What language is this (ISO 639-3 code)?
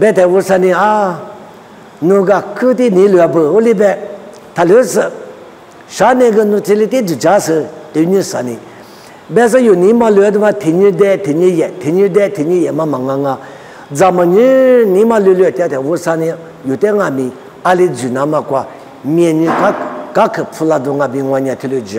lis